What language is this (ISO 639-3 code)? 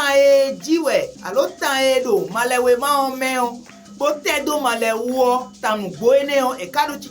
fon